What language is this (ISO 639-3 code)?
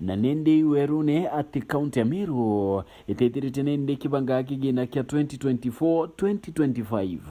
mer